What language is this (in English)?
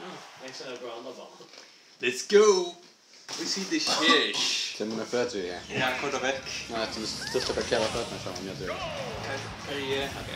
Faroese